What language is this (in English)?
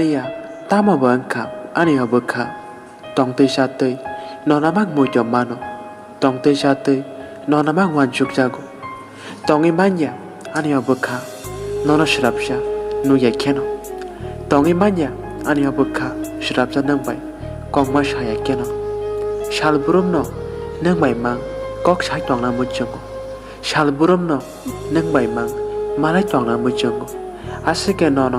Kok Borok